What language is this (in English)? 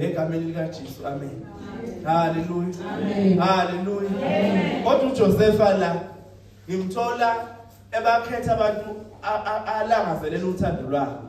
Zulu